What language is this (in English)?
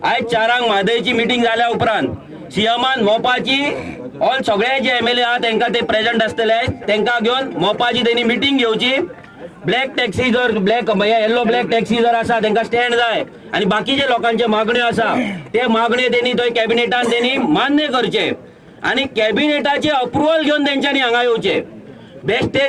Konkani